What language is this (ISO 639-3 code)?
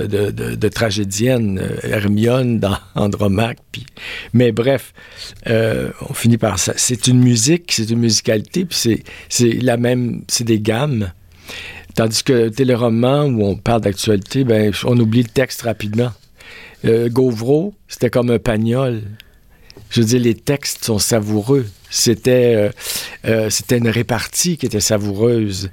fra